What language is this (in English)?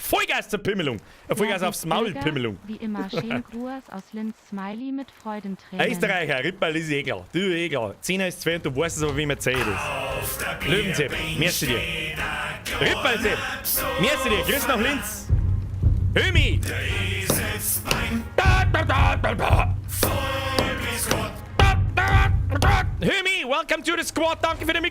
Bavarian